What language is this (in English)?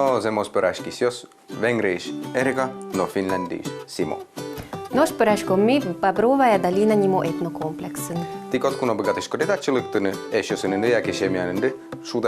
Udmurt